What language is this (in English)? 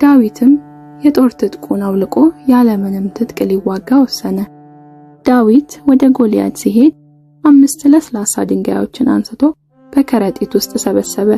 Amharic